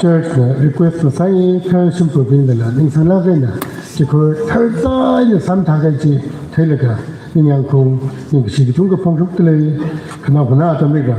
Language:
Tangkhul Naga (India)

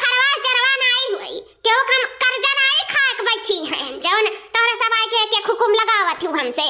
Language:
Awadhi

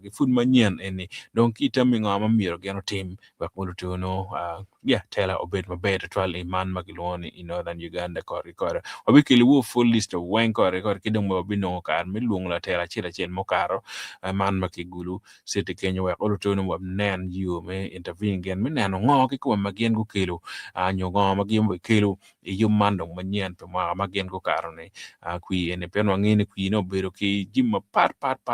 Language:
Acoli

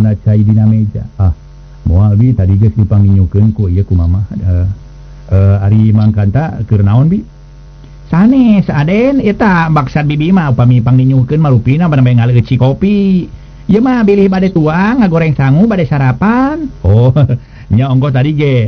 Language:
Sundanese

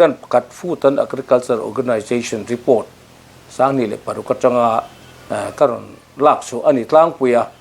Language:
Mizo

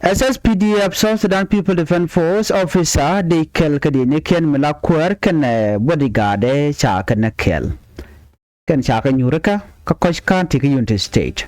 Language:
Nuer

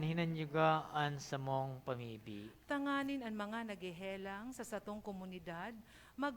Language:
Bikol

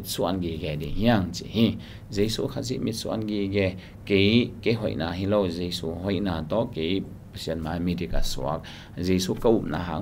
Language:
Tedim Chin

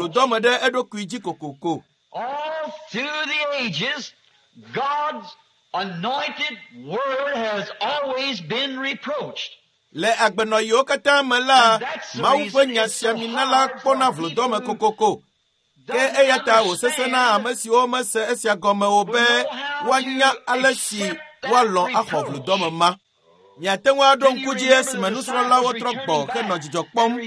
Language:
Ewe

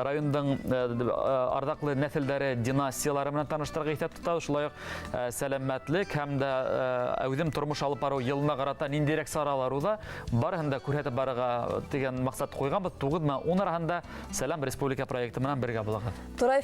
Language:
Bashkir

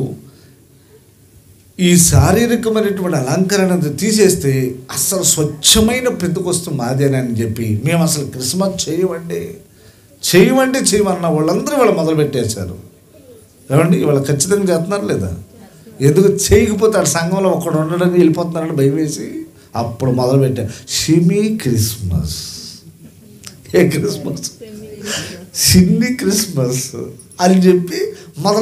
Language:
Telugu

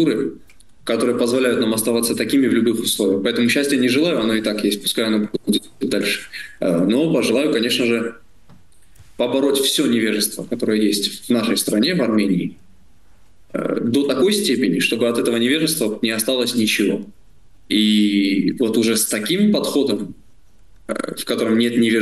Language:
Russian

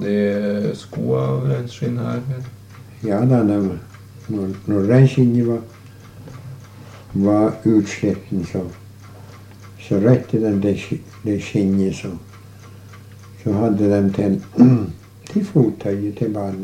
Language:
Norwegian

